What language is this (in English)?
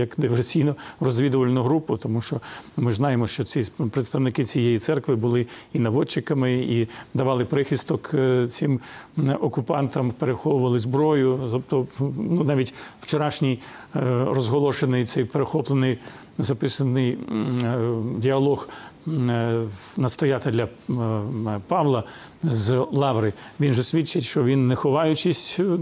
Ukrainian